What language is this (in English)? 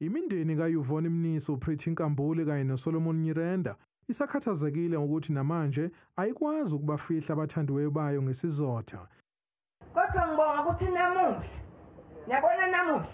Zulu